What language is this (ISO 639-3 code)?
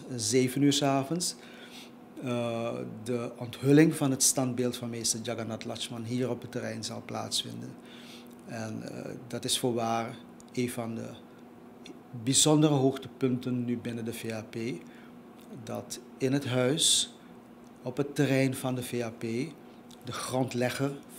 nld